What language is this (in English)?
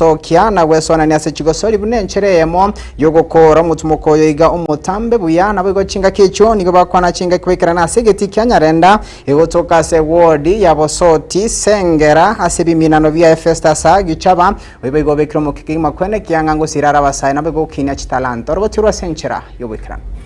Gusii